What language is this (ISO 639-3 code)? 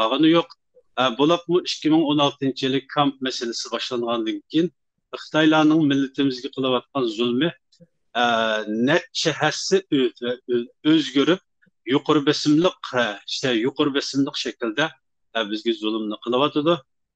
uig